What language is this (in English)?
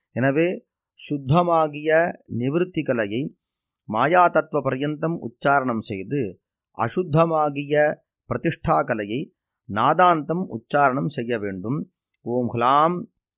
Tamil